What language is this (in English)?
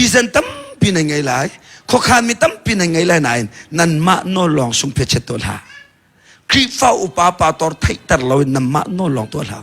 Hakha Chin